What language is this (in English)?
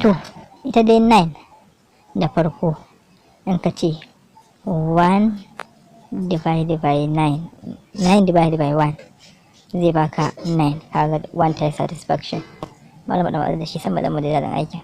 Hausa